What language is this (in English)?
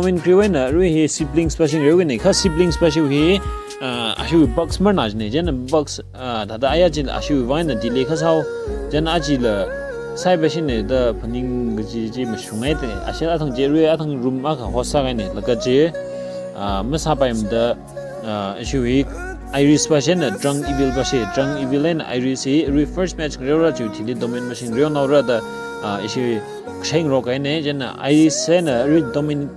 Tangkhul Naga (India)